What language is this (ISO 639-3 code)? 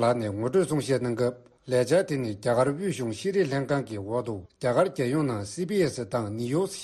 bod